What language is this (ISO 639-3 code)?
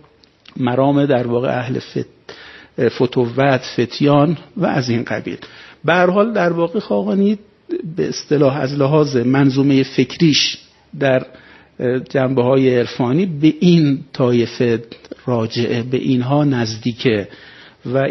fas